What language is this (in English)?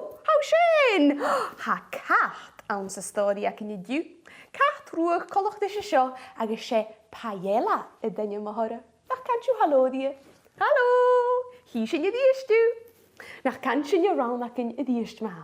Scottish Gaelic